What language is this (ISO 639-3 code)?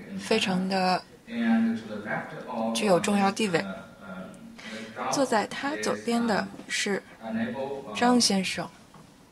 zho